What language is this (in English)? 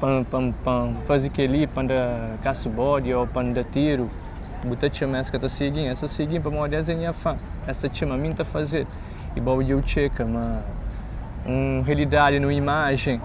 Kabuverdianu